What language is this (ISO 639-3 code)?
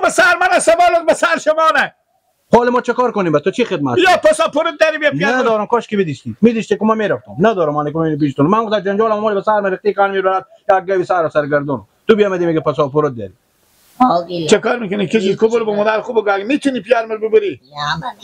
fas